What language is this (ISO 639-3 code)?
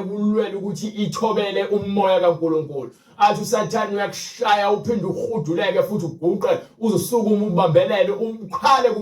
zul